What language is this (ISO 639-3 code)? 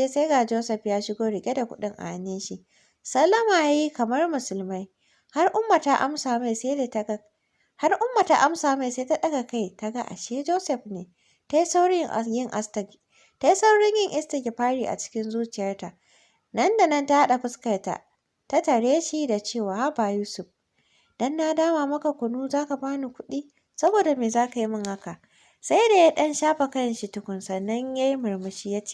hau